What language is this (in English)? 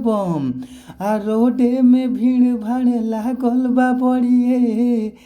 Bhojpuri